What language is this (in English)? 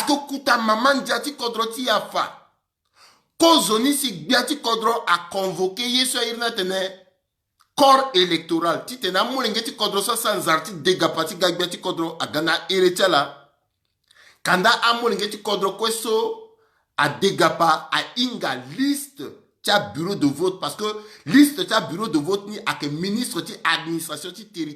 Sango